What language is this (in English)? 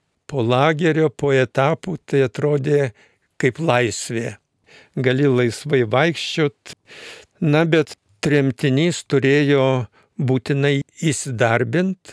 Lithuanian